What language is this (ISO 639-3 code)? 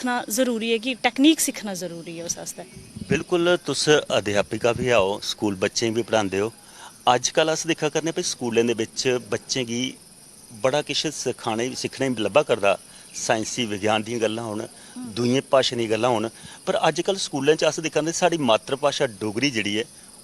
doi